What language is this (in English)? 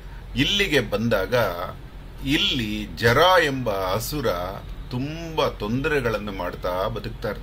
Kannada